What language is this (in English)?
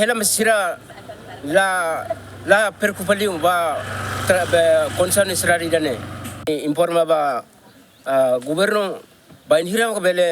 Tetum